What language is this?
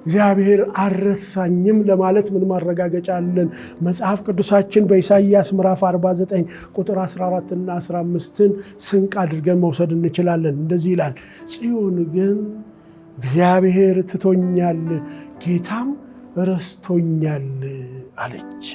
Amharic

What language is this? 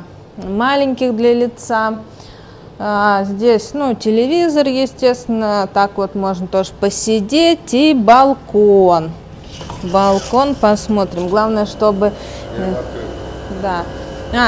Russian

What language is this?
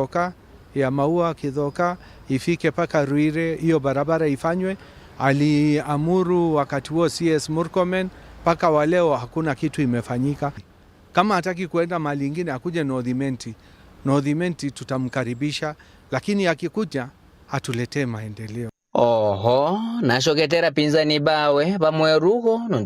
Meru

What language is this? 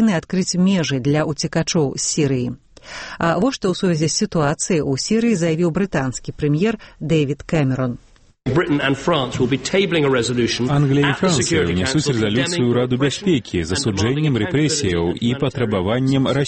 Belarusian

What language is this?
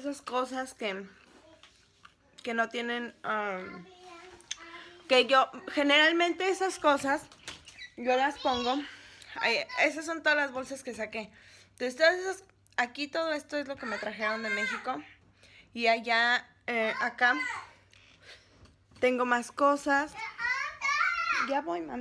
Spanish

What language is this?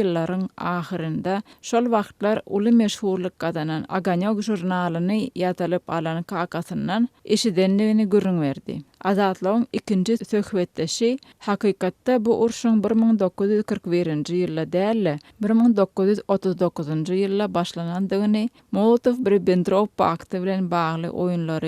Turkmen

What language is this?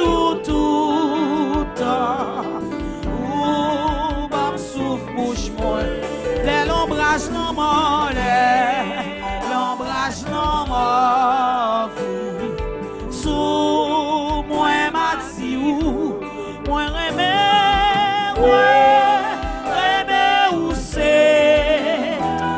Haitian Creole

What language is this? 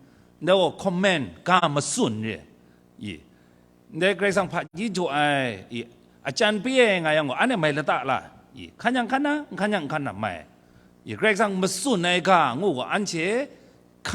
Kachin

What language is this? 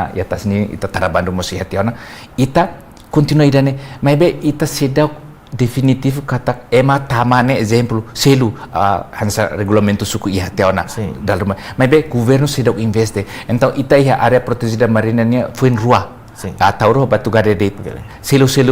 Tetum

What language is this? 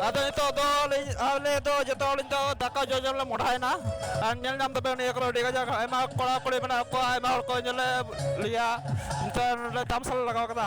Santali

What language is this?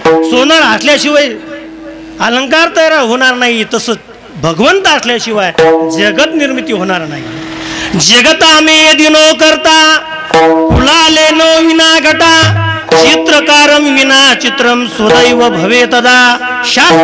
Marathi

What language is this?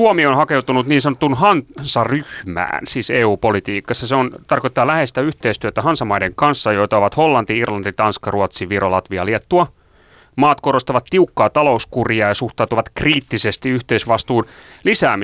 Finnish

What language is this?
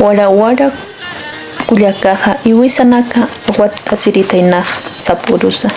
Aymara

